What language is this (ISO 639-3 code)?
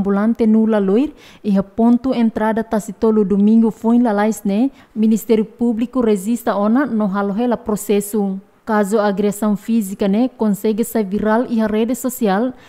tet